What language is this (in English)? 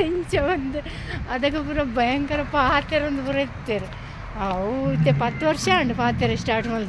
Tulu